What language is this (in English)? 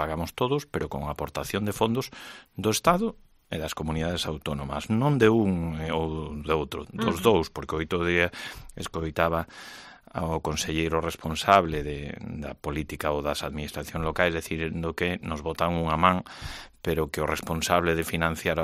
Galician